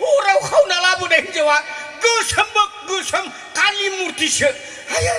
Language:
Bodo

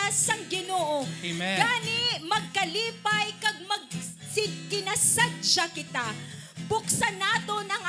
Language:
Hiligaynon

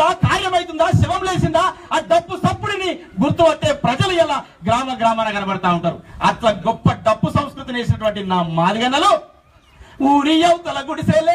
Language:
Telugu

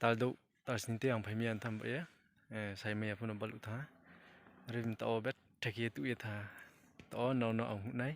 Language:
Riang (India)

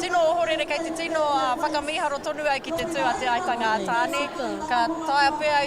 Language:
Māori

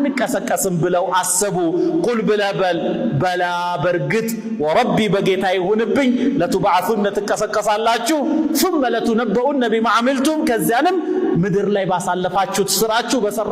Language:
Amharic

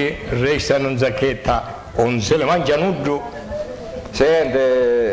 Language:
Sicilian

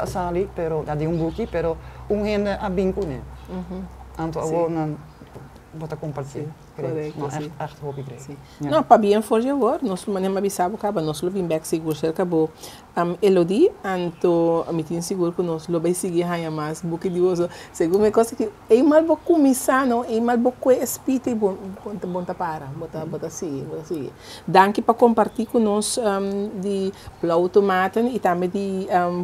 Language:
Papiamento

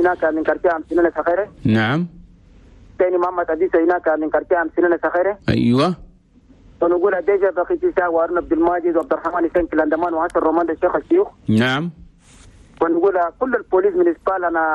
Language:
Chadian Arabic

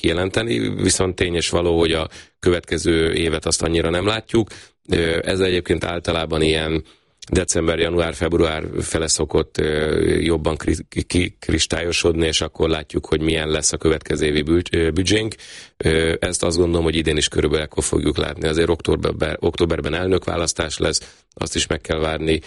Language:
Hungarian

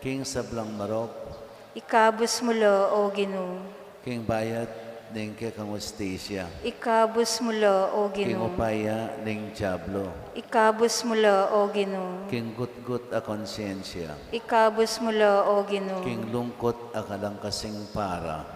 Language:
Pampanga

